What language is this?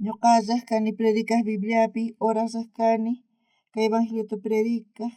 South Bolivian Quechua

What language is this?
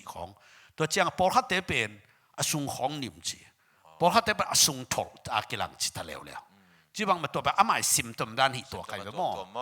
Tedim Chin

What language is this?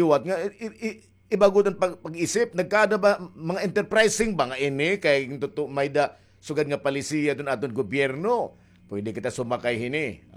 Waray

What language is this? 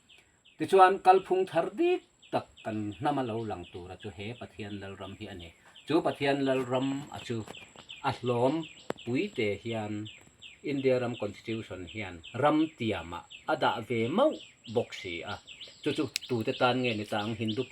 Mizo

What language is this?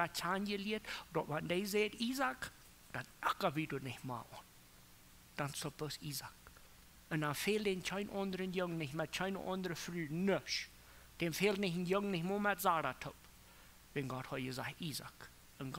Plautdietsch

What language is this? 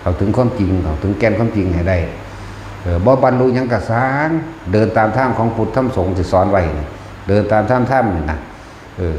Northeastern Thai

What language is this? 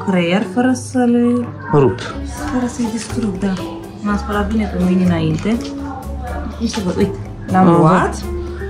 Romanian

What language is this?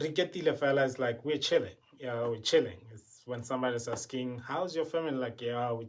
Tswana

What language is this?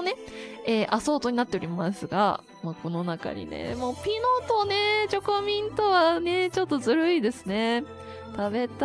Japanese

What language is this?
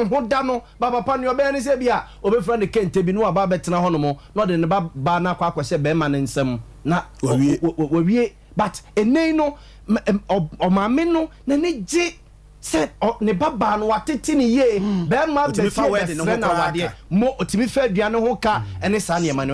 Akan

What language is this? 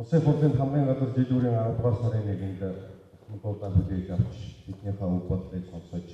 Mongolian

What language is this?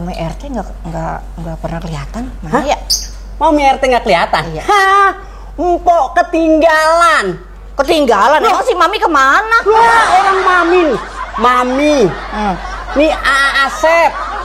Betawi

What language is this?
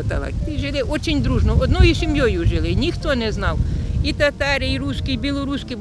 Crimean Tatar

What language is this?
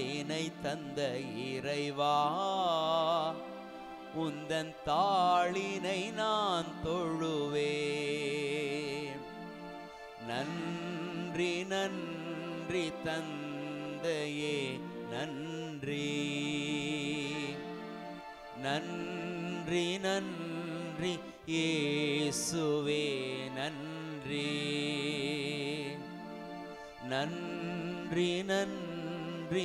Tamil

